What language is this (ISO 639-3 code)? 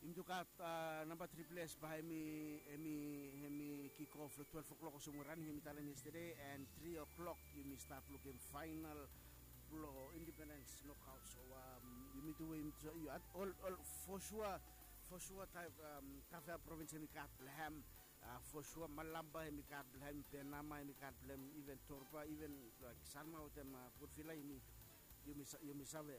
bis